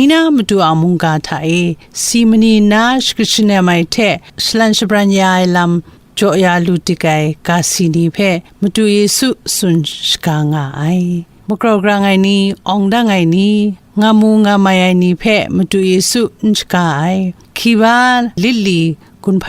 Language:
Kachin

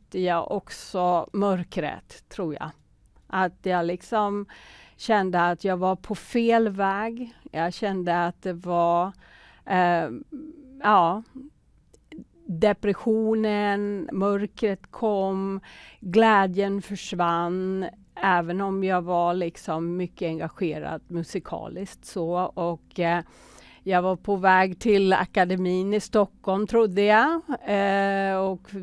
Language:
Swedish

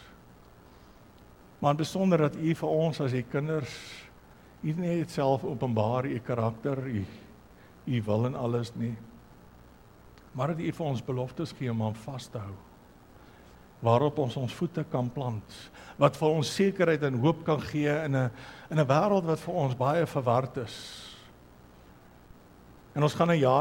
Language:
Afrikaans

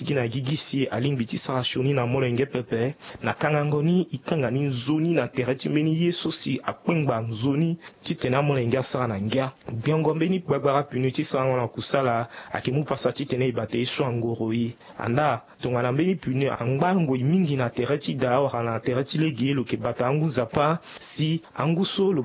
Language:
Sango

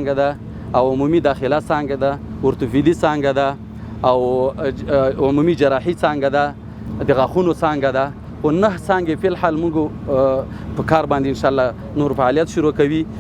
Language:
Pashto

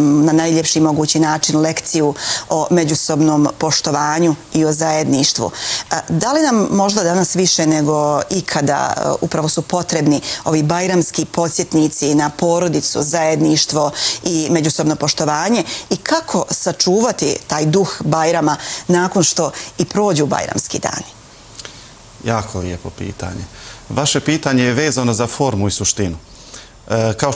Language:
Bosnian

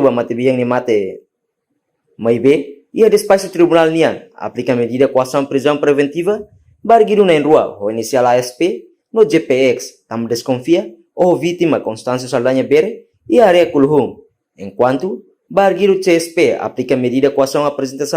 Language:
Tetum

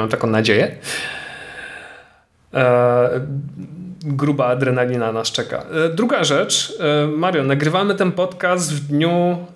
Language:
Polish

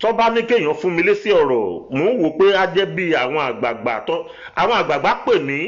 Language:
Yoruba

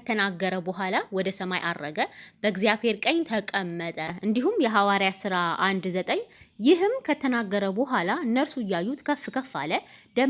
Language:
Amharic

